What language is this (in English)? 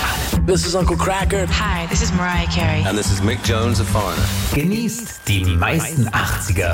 German